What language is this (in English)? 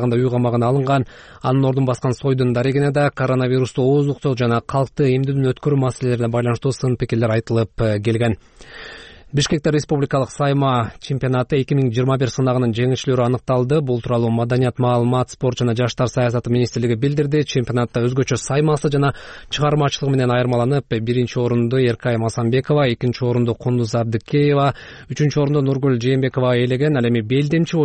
Kyrgyz